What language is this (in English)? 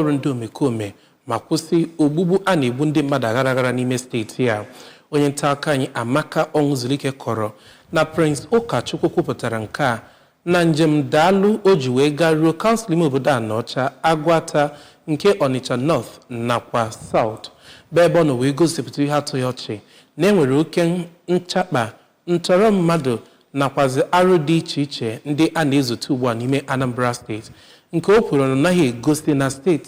Igbo